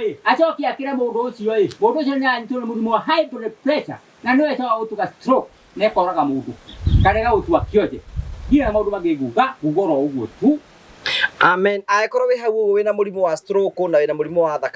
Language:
Kikuyu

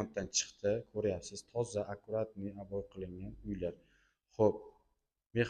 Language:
Uzbek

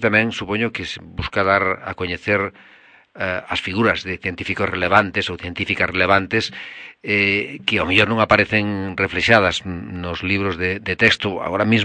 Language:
Galician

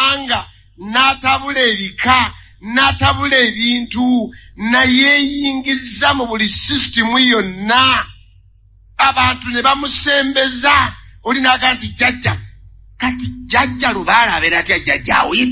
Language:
Ganda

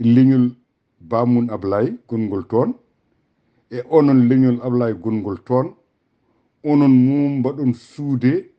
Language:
Fula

